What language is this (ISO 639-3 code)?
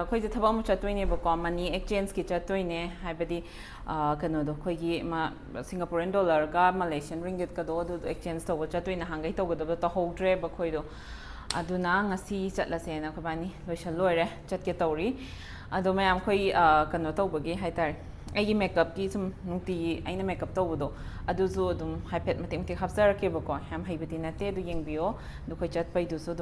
mni